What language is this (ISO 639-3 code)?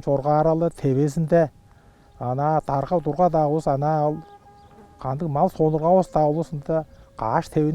tyv